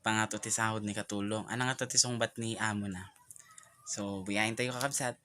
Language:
Iloko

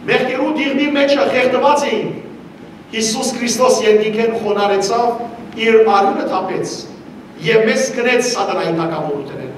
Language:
Western Armenian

